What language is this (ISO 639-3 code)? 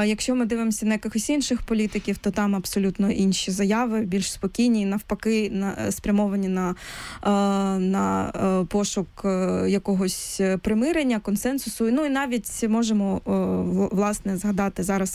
ukr